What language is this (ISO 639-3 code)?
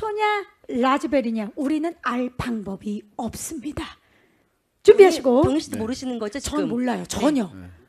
kor